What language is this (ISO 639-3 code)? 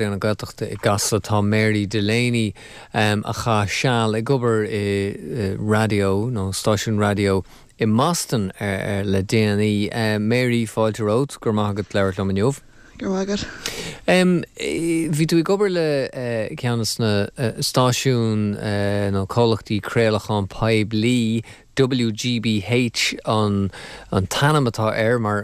gle